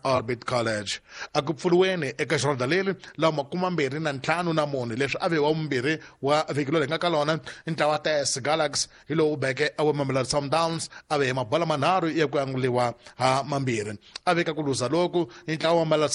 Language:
Tsonga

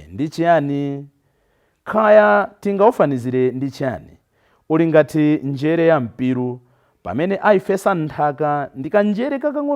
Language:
Nyanja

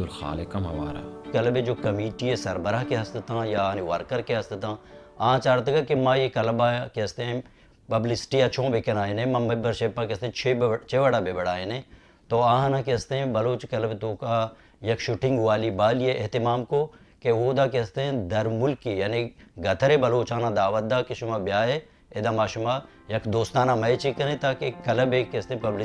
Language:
Baluchi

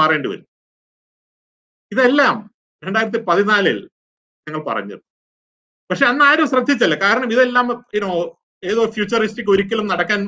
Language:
Malayalam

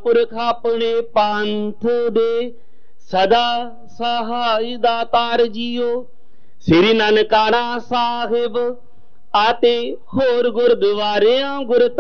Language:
Punjabi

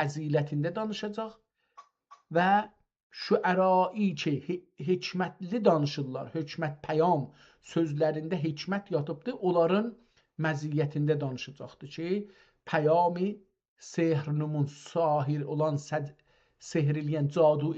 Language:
South Azerbaijani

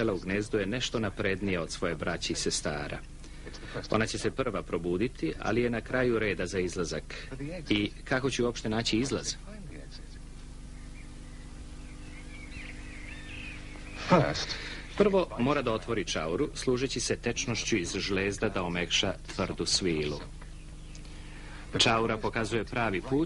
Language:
Serbian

